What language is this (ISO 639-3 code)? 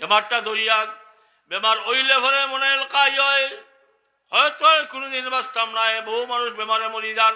syl